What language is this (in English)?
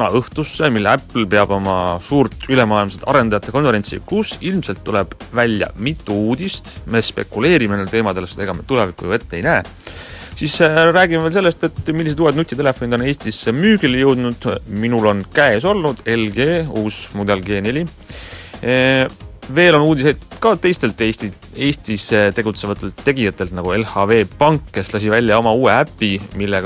Estonian